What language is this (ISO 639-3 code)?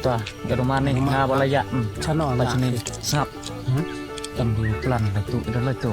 kha